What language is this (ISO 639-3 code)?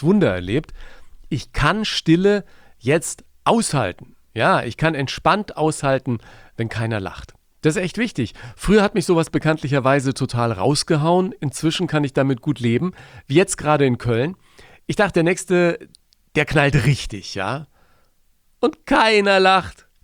deu